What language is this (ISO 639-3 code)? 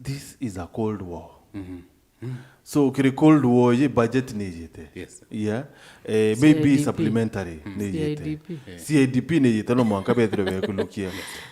mer